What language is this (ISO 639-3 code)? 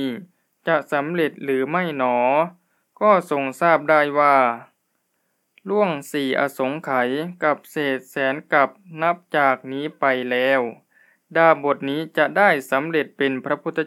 tha